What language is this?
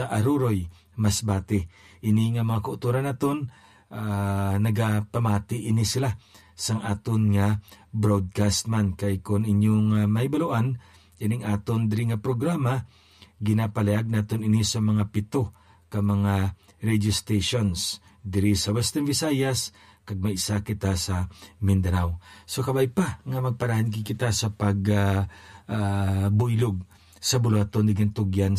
Hiligaynon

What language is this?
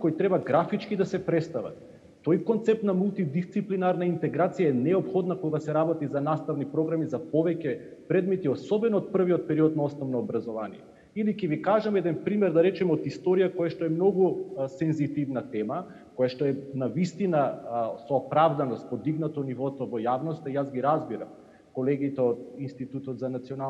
Macedonian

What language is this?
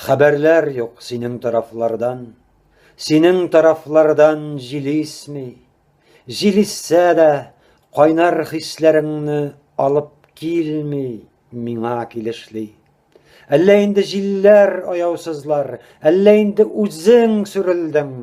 Tatar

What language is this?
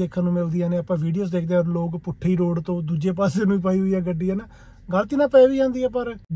Punjabi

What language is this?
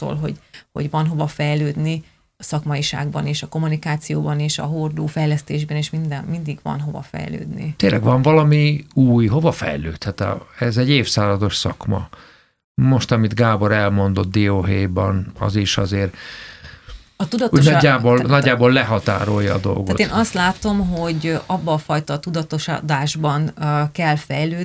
Hungarian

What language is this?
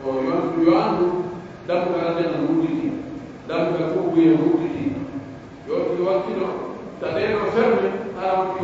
Pular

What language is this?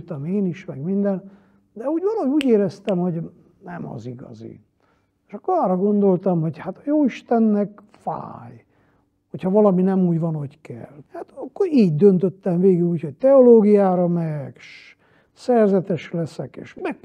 Hungarian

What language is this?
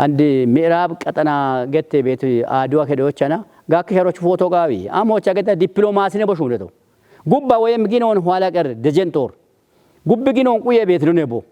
Kafa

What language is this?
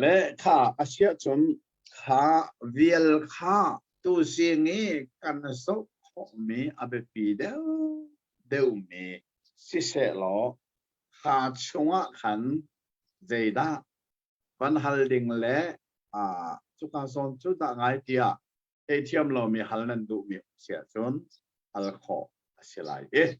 Hakha Chin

